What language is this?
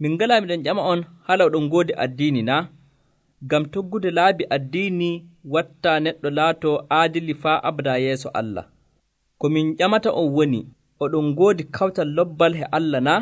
Nigerian Fulfulde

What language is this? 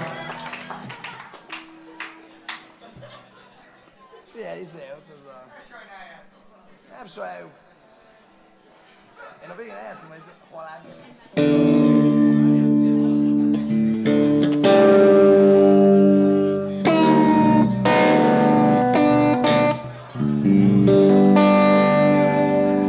Hungarian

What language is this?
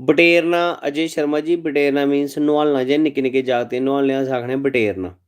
Dogri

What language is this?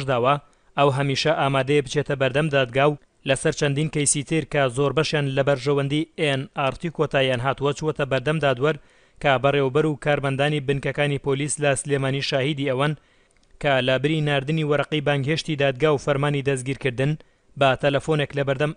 Central Kurdish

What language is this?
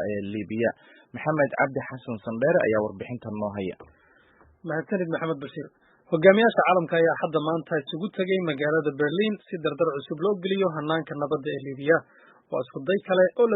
Somali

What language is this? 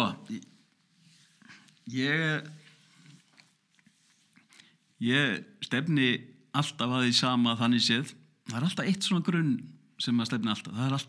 Icelandic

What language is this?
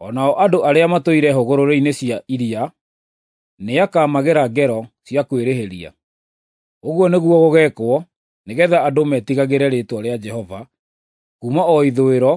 Kikuyu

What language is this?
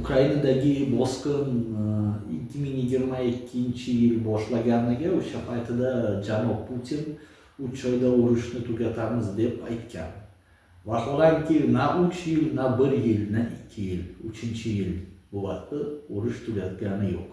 Uzbek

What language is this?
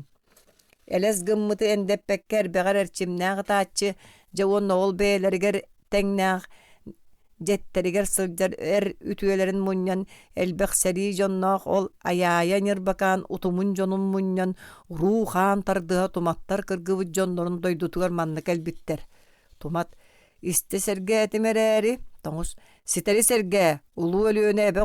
Yakut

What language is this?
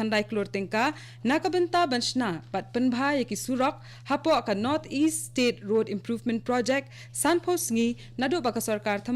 Khasi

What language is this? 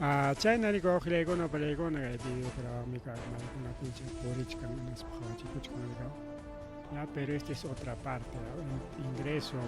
Ayacucho Quechua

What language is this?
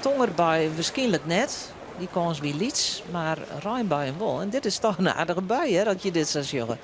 Western Frisian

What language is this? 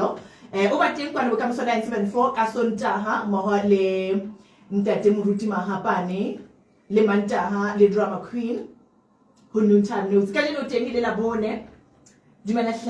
Southern Sotho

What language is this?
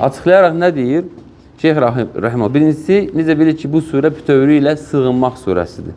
Azerbaijani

